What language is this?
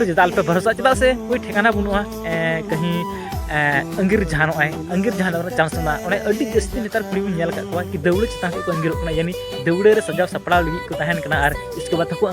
Santali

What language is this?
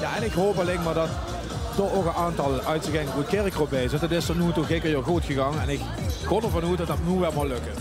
Limburgish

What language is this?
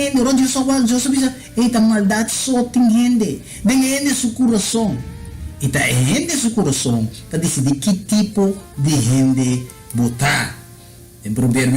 Papiamento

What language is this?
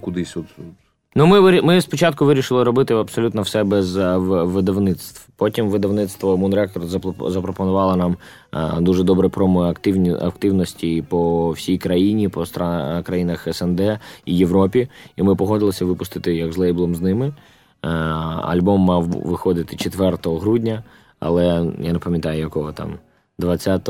Ukrainian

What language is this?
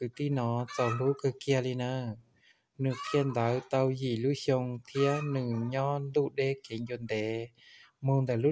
Hmong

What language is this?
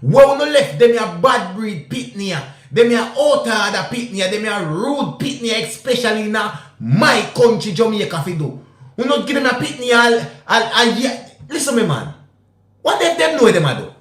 Jamaican Creole English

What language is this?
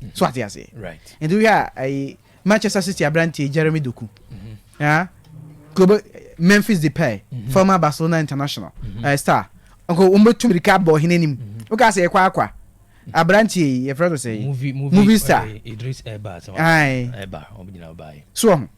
Akan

